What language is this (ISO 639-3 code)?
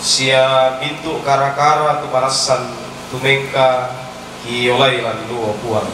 sda